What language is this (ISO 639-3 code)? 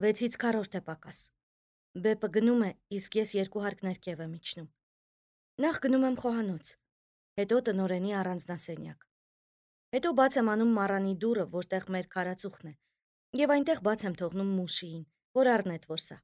hye